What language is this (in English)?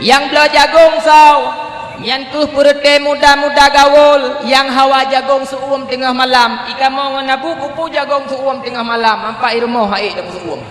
Achinese